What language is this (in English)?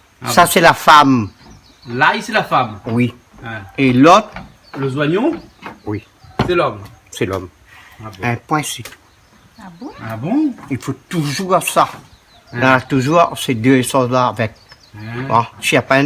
Réunion Creole French